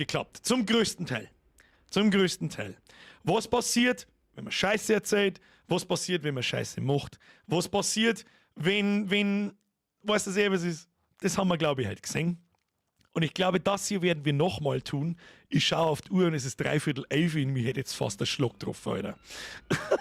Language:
Bavarian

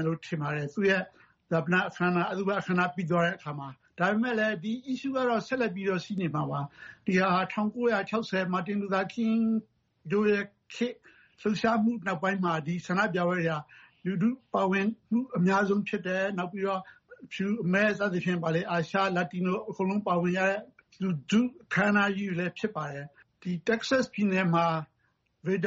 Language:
Burmese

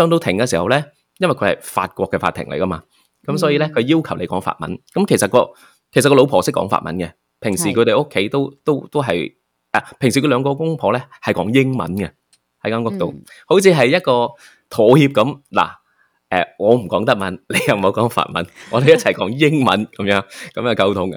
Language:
Cantonese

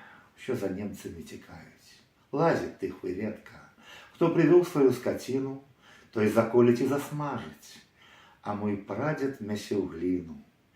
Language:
Belarusian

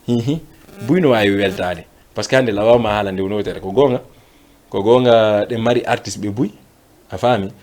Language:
Fula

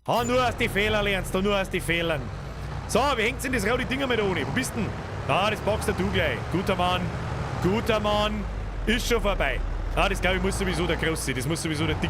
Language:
Bavarian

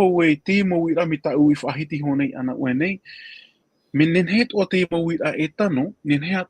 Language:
Tahitian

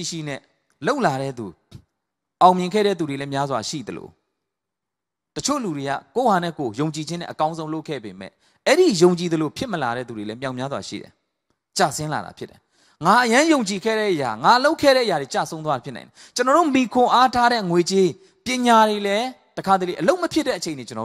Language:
Burmese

